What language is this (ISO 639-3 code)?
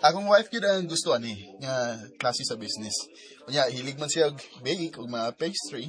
ceb